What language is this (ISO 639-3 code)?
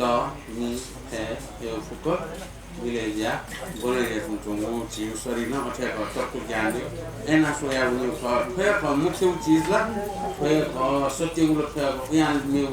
new